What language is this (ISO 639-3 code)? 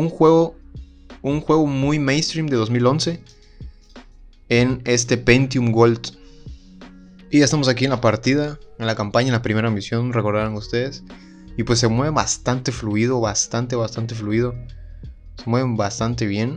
spa